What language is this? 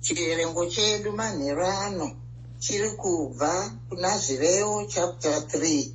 Shona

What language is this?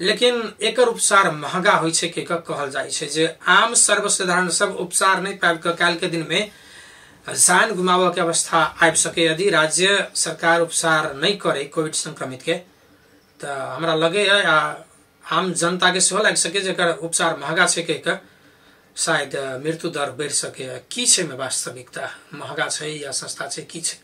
Maithili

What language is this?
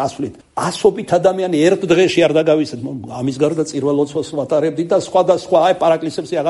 Georgian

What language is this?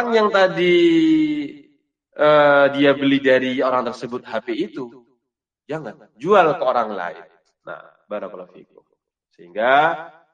Indonesian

